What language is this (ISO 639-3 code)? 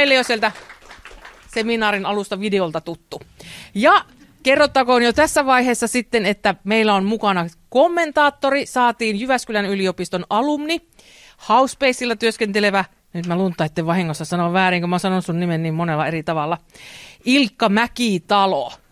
fin